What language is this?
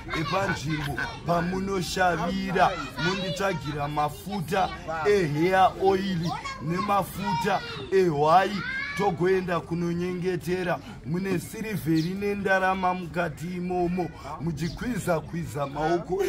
Shona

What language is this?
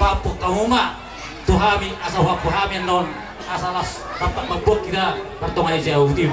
Batak Toba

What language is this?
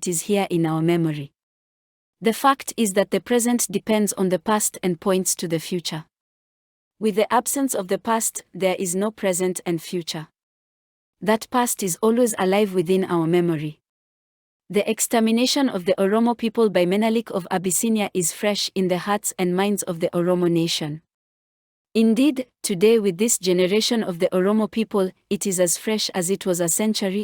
English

